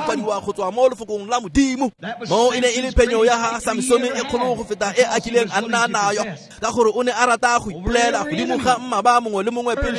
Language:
Tswana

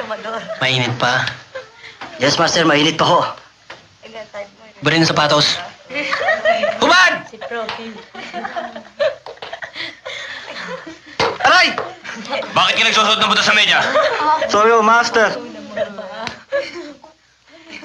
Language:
Filipino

